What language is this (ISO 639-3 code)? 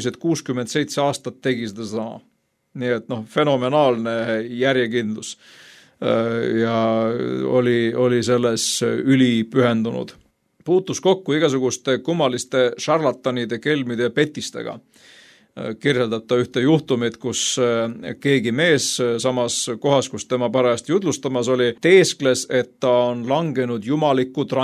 est